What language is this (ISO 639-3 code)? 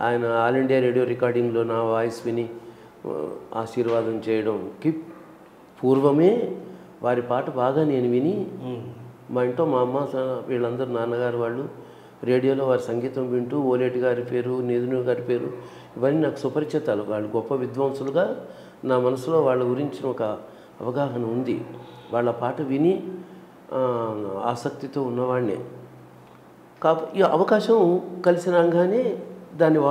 tel